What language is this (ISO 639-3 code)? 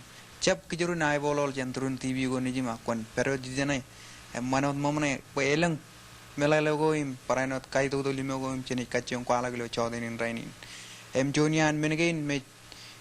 mah